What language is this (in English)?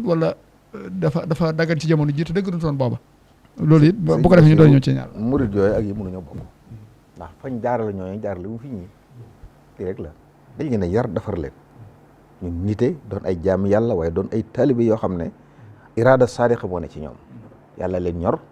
Wolof